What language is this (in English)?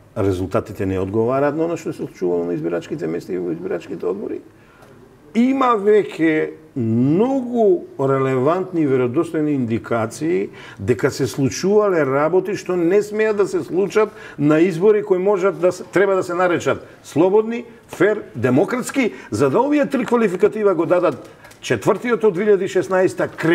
Macedonian